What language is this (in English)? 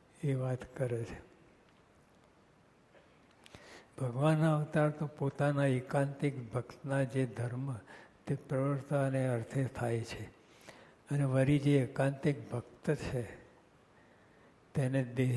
Gujarati